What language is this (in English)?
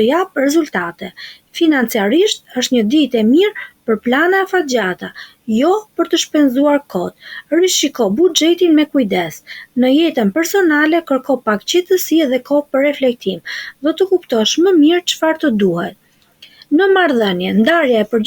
Albanian